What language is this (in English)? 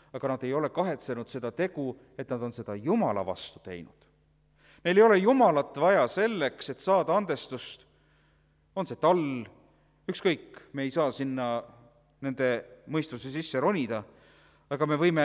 Estonian